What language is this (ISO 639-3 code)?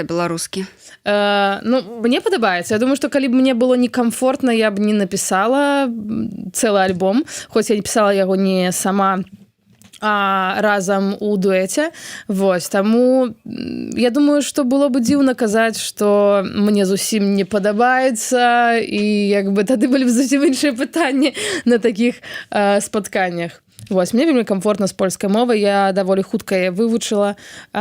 bel